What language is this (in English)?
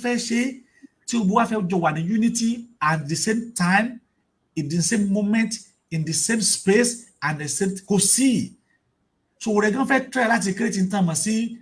Yoruba